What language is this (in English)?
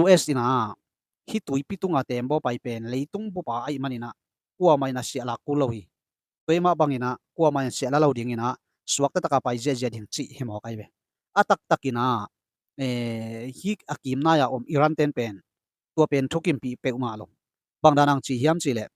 Tedim Chin